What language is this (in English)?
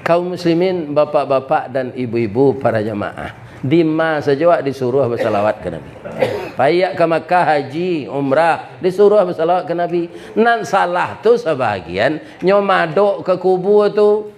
Minangkabau